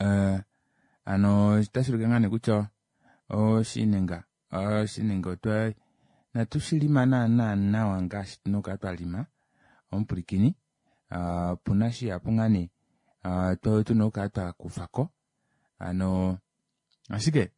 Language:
Kuanyama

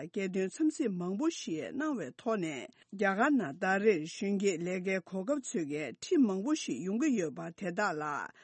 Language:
Tibetan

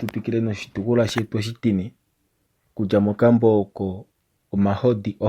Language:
Kuanyama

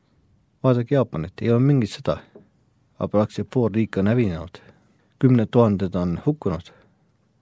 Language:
Estonian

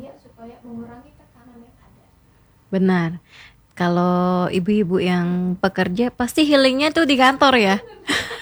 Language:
Indonesian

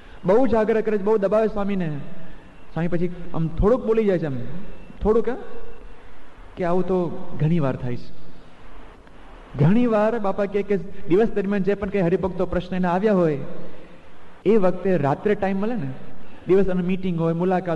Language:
Gujarati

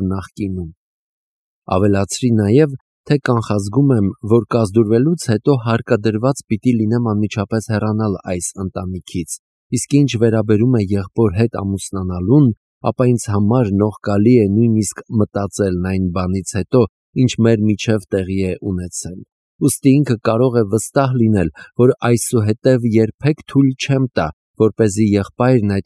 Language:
Armenian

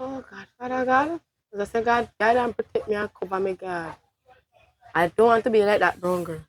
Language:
Jamaican Creole English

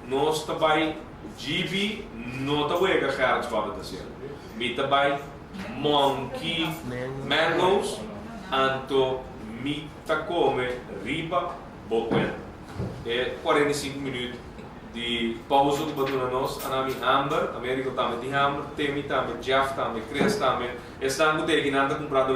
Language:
Papiamento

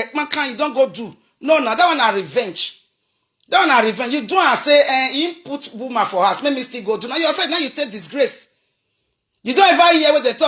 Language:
Nigerian Pidgin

